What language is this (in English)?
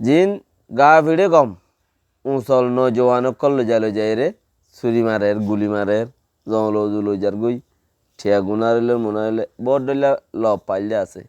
Rohingya